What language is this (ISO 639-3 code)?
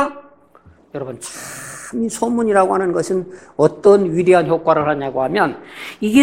kor